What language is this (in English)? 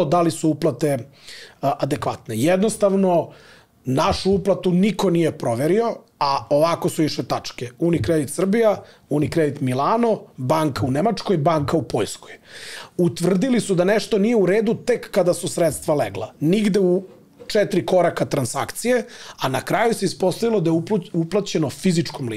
Serbian